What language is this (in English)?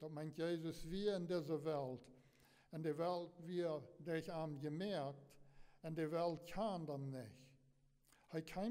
Plautdietsch